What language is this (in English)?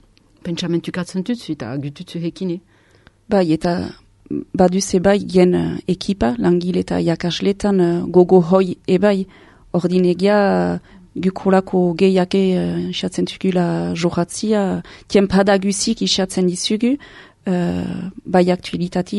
Basque